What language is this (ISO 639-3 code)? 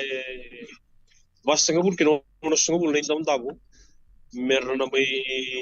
fij